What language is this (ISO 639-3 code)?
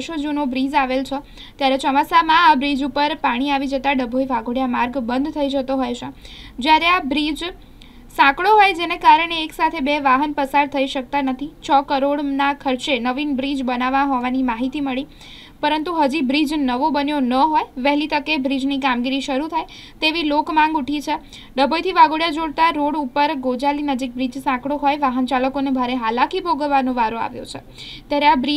guj